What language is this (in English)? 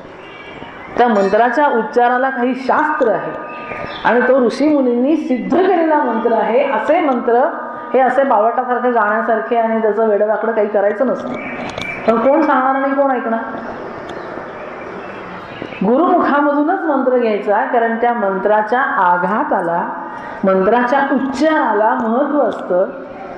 Marathi